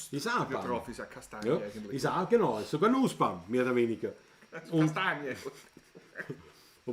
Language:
Bavarian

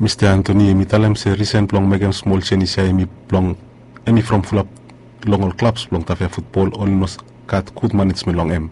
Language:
Bislama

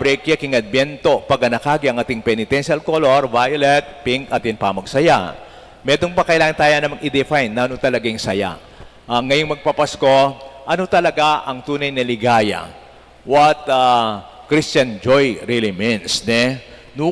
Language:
Pampanga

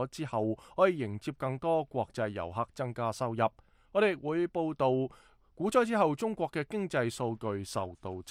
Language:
Cantonese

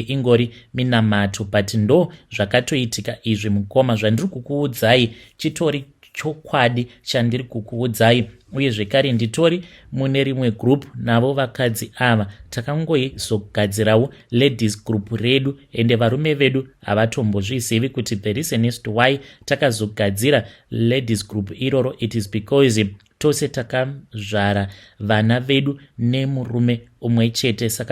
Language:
Shona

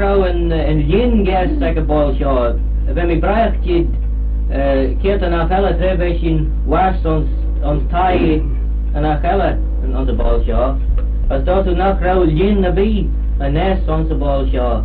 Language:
Manx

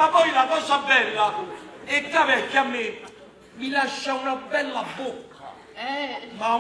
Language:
Neapolitan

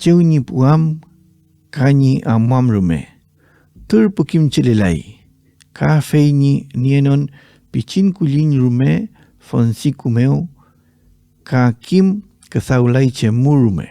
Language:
Mapuche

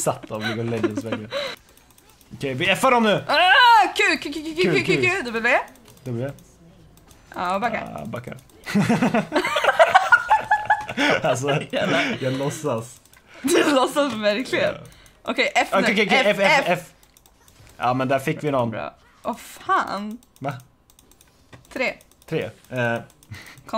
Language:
Swedish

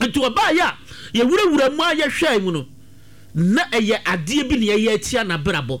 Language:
Akan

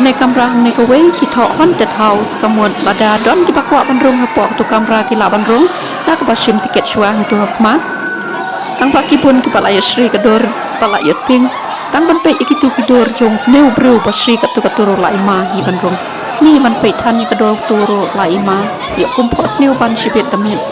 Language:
Khasi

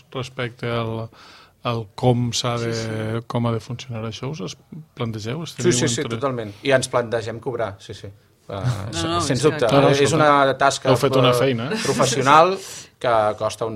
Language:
Catalan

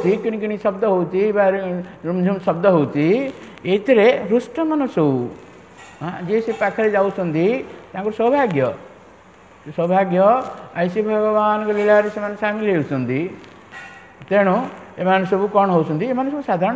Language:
Odia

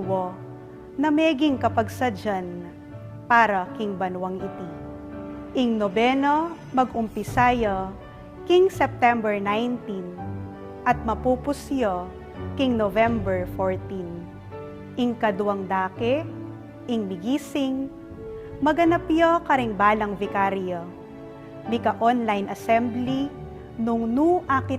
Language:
Pampanga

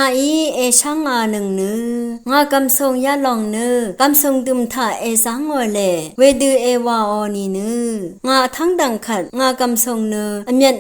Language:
Rawang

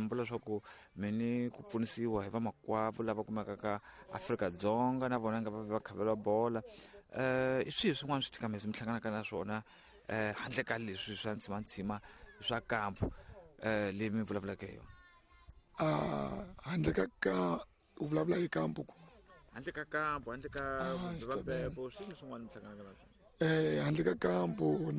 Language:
Tsonga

